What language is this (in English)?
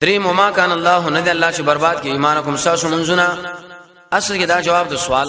Pashto